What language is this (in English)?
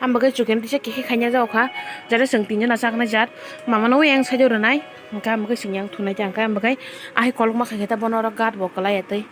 Kok Borok